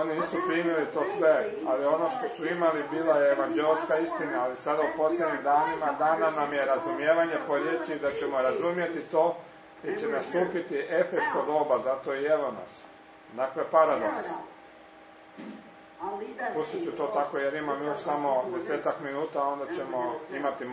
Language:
Croatian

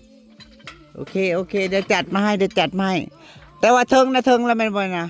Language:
Northeastern Thai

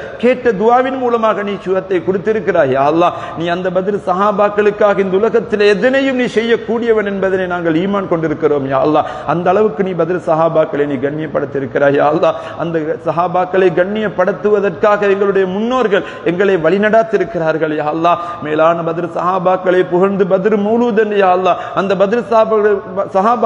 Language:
Tamil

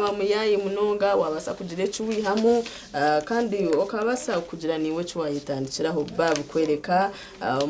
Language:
Nyankole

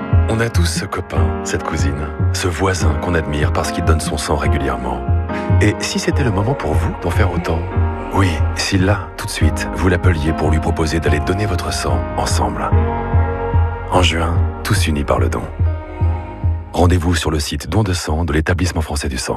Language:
French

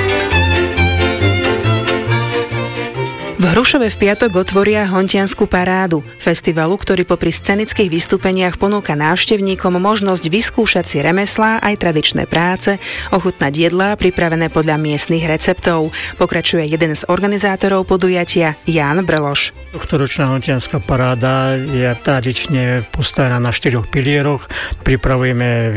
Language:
Slovak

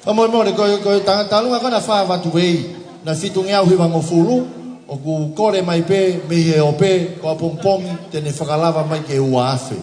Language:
Tongan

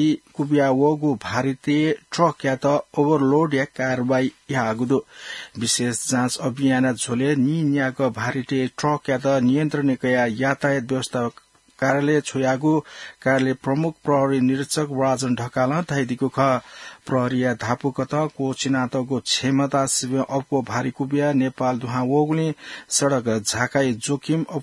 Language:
Newari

